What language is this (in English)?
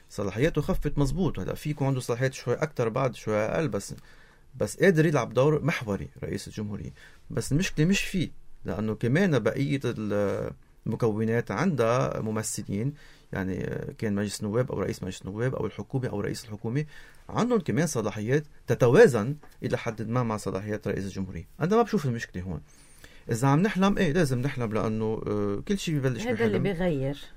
North Levantine Arabic